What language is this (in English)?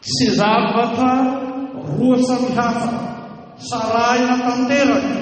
Malagasy